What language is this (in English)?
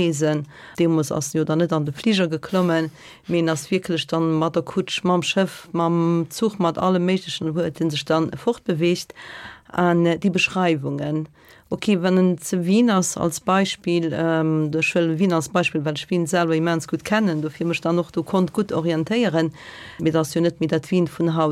Luxembourgish